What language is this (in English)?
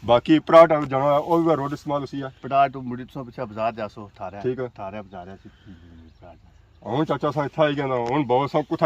Pahari-Potwari